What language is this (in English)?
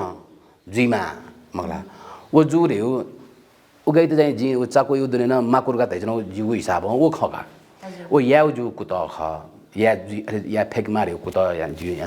Newari